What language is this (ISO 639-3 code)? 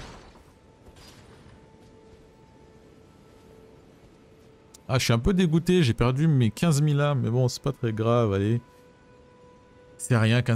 fra